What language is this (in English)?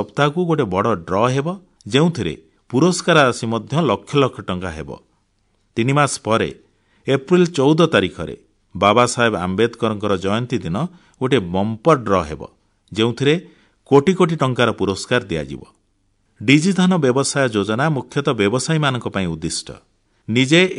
Odia